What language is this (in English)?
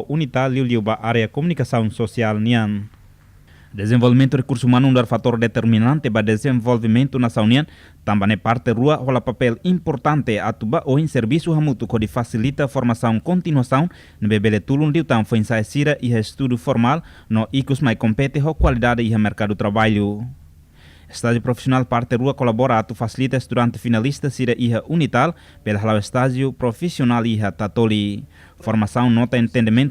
Tetum